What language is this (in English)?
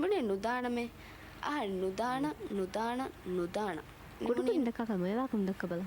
Divehi